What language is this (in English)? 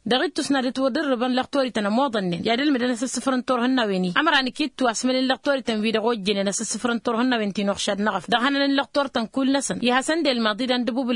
Tamasheq